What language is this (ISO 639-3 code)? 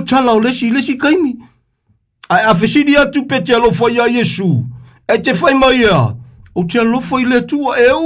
smo